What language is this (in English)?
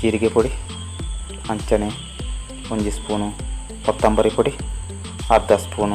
Tulu